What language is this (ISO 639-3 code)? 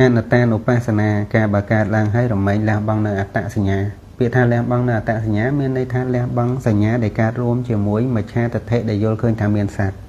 khm